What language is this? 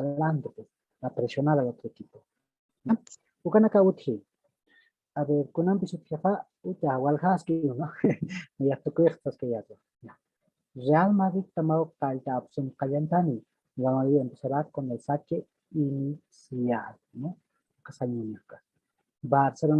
Aymara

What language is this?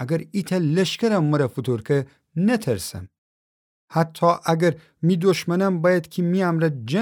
Gilaki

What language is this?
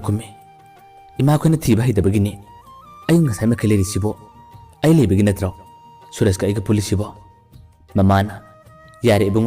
Manipuri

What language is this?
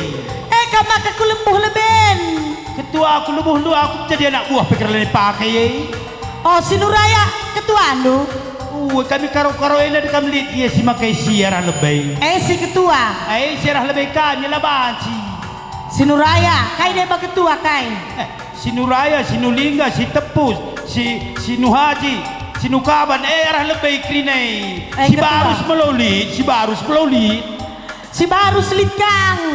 Batak Karo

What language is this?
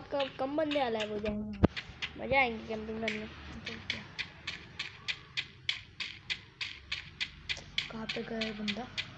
Hindi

